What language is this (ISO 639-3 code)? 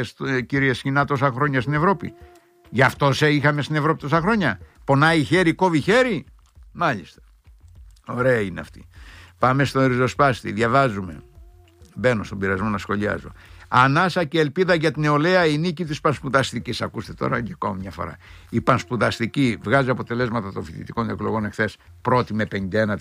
ell